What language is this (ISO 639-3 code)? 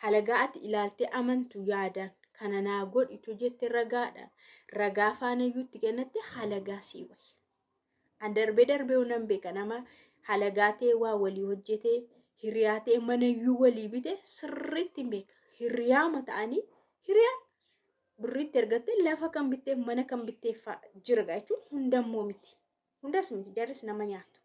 orm